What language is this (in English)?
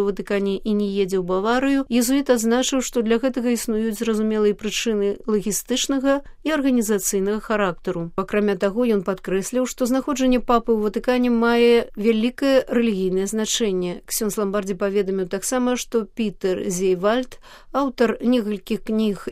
Belarusian